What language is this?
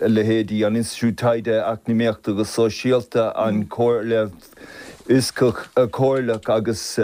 Irish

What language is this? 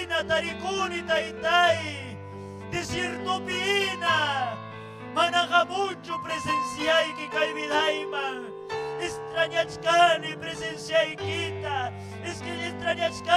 Ayacucho Quechua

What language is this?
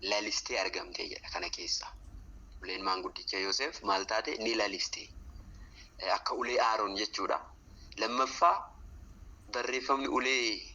Oromo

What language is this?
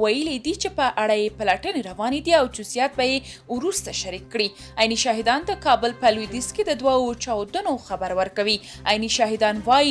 Pashto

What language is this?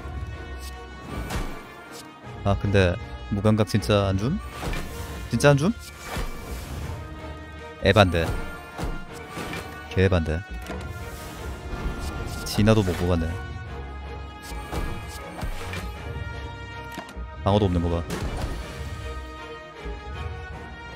Korean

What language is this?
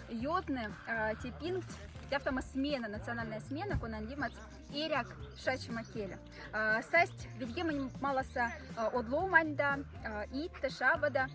Moksha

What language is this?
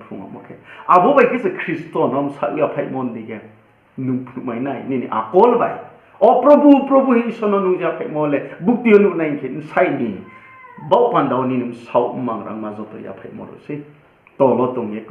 Riang (India)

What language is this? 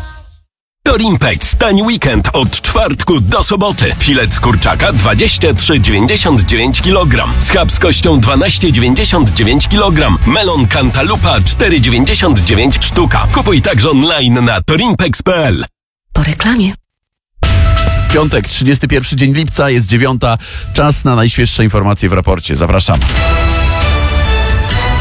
Polish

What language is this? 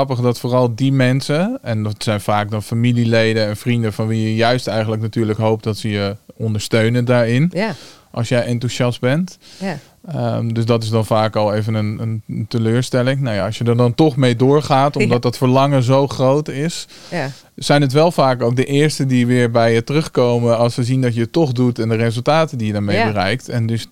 Dutch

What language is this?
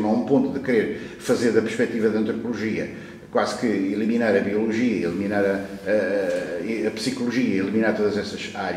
Portuguese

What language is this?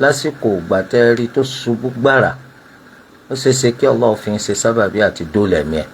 Yoruba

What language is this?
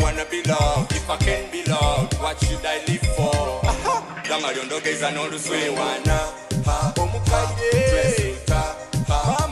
Soga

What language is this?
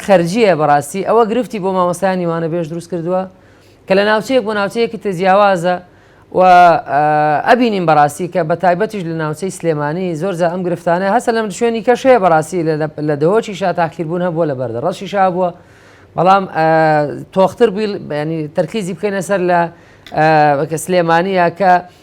Central Kurdish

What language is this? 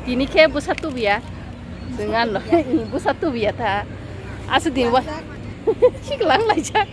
Kok Borok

